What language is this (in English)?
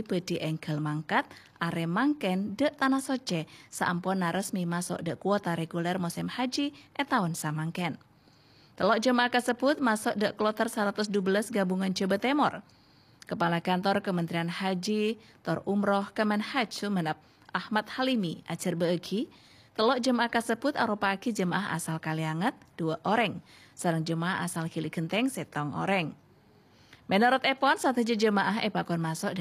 Madurese